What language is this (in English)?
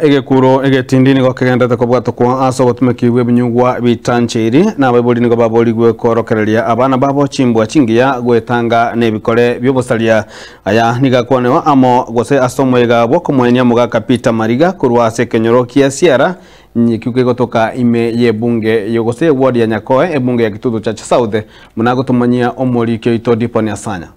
Gusii